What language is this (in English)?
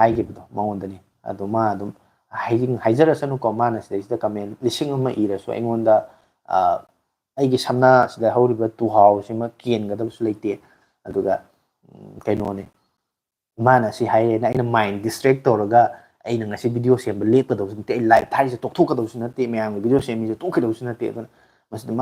Manipuri